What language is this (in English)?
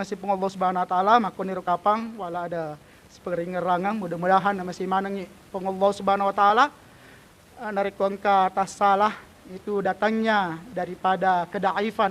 Buginese